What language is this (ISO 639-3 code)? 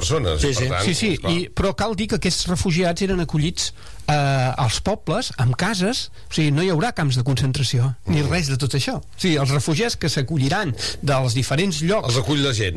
cat